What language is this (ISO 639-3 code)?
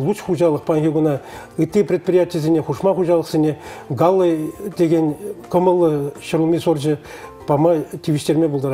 chv